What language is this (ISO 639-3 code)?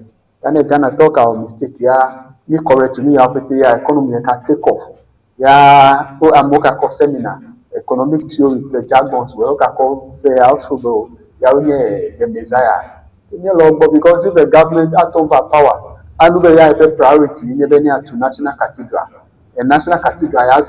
ewe